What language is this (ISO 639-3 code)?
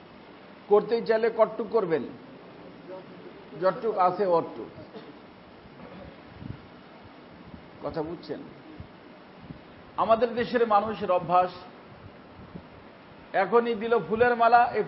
ben